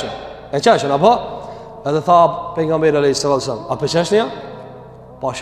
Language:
Albanian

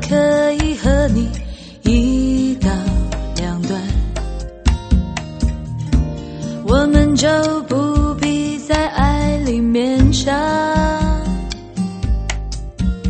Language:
Chinese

